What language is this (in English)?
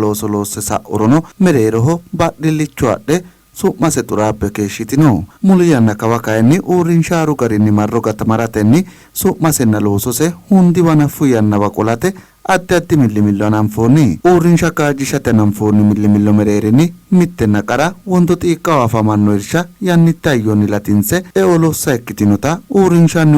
Sidamo